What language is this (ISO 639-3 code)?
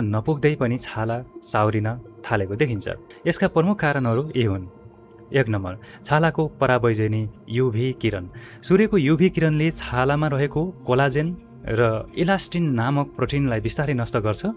nep